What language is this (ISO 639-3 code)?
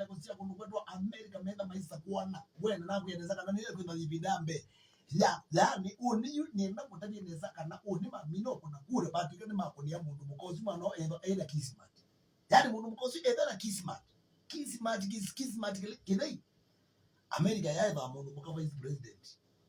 kam